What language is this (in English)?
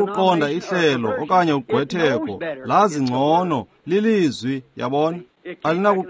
Xhosa